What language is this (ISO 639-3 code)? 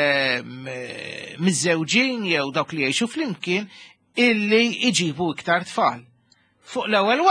mlt